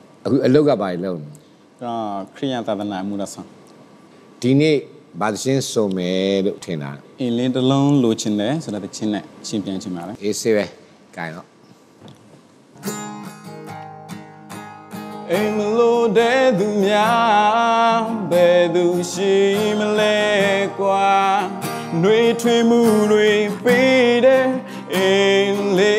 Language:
Burmese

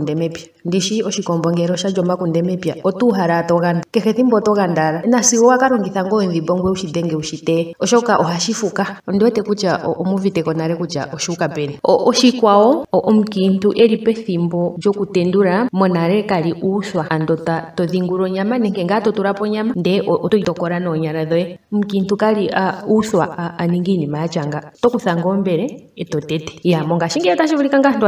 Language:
Ndonga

